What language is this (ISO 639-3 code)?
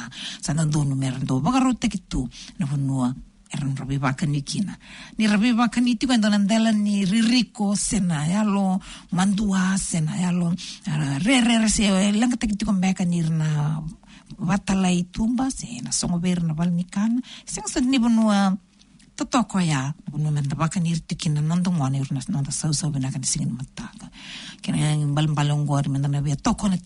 fij